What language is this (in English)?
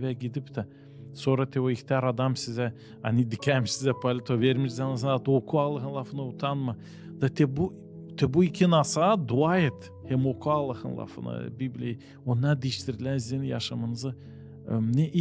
Gagauz